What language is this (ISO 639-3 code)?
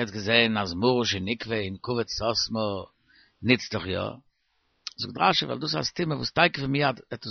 yid